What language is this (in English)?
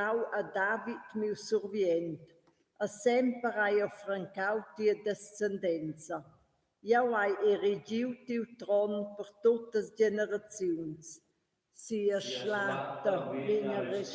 Romansh